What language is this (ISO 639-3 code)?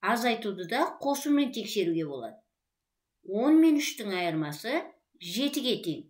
kaz